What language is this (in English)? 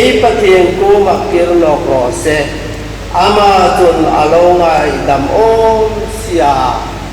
Hmar